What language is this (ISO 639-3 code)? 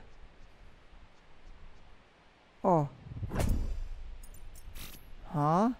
msa